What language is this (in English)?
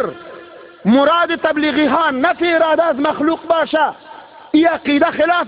Tajik